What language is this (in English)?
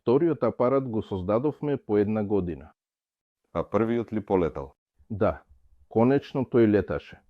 Macedonian